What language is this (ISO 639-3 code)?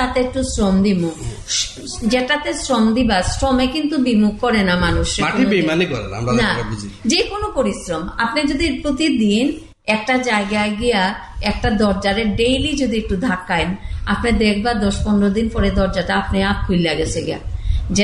ben